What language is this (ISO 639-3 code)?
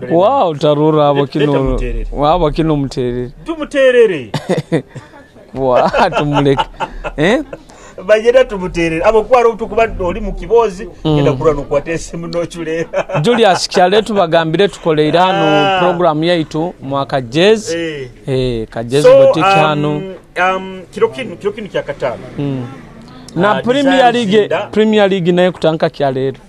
nyo